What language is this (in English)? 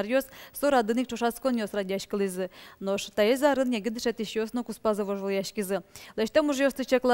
Udmurt